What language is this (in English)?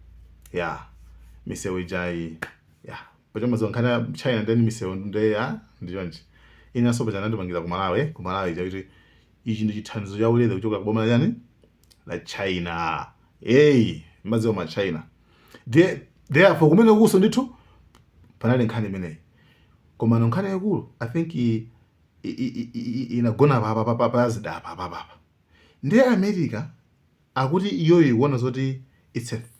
Nyanja